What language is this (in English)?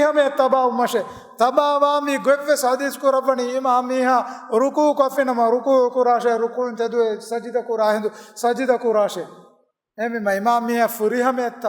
Divehi